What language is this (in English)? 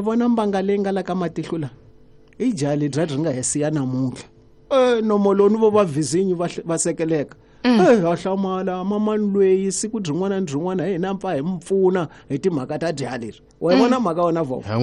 Tsonga